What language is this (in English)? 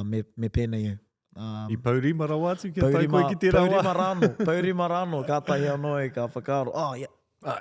Māori